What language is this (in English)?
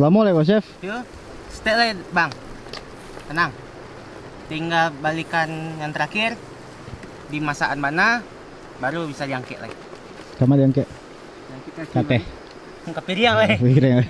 Minangkabau